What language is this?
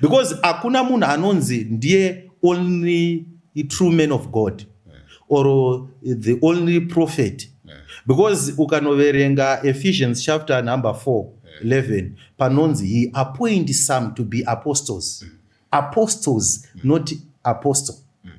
Shona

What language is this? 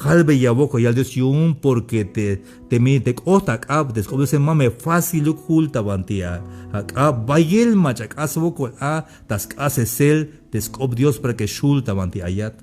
Tzeltal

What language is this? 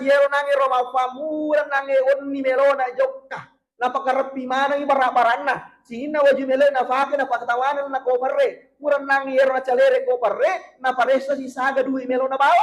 Buginese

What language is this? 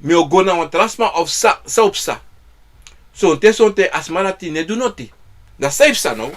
Sranan Tongo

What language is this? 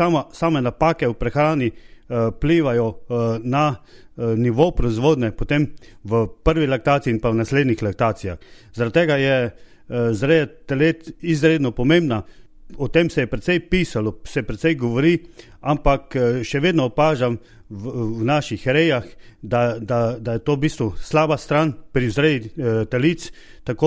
Slovenian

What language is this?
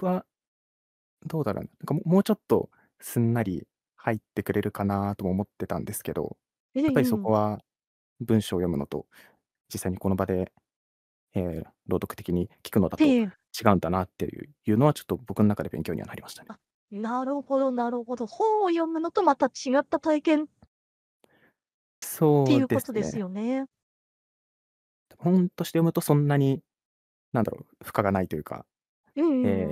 Japanese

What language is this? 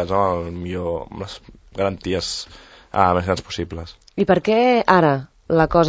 Catalan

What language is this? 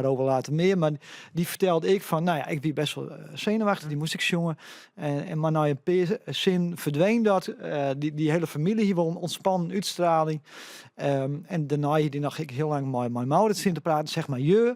Western Frisian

